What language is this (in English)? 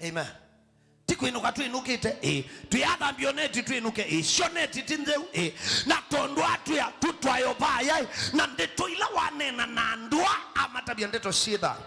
Kamba